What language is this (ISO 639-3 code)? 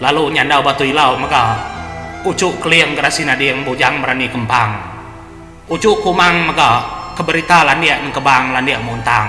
iba